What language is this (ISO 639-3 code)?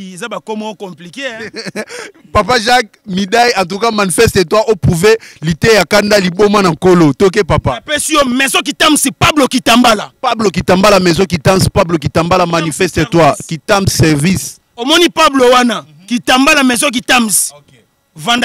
lin